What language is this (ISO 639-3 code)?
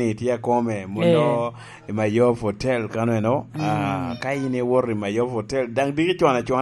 laj